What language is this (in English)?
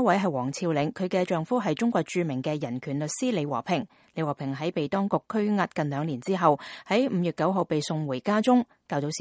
Cantonese